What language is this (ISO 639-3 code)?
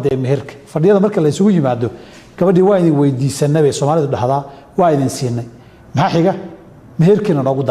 som